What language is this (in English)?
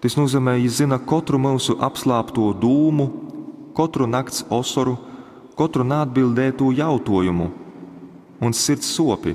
Latgalian